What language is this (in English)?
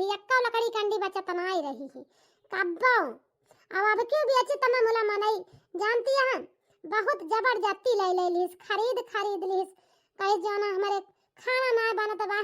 Awadhi